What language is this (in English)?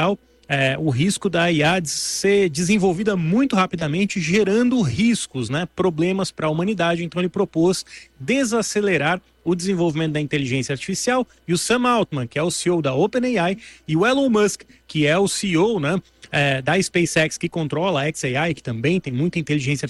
Portuguese